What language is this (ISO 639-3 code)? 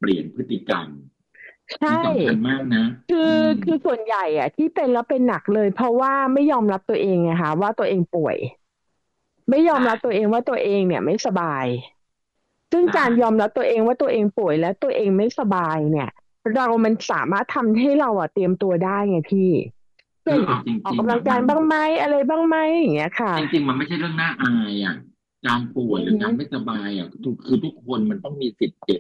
tha